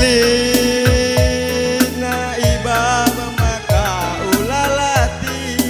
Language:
Batak Karo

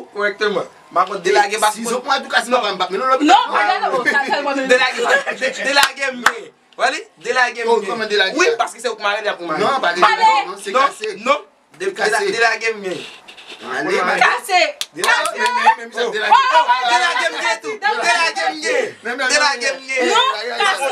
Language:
Haitian Creole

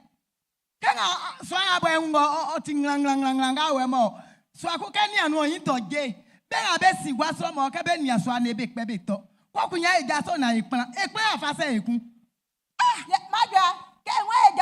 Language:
Baoulé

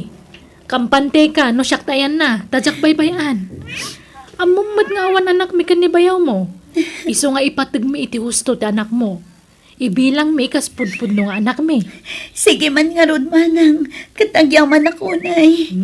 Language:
Iloko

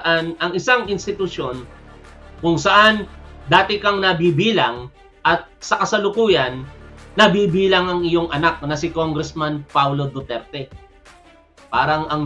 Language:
Filipino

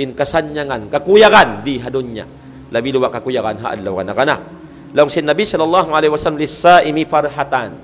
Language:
Tausug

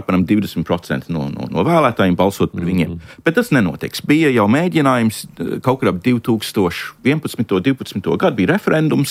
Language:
Latvian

